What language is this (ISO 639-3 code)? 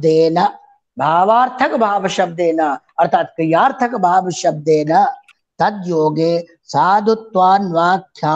san